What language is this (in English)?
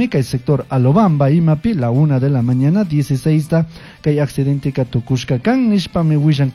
Chimborazo Highland Quichua